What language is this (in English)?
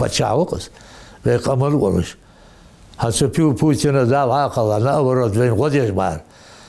Ingush